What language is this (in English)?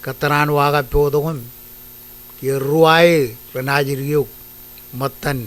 Marshallese